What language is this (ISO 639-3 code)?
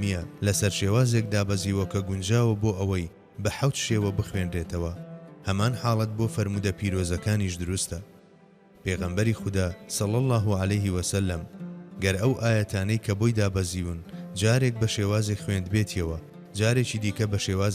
ckb